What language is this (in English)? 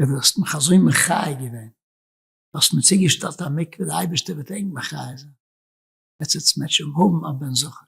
Yiddish